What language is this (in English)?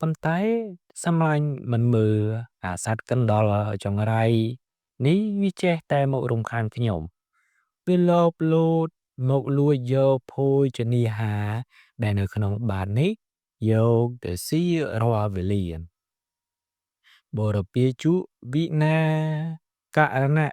Khmer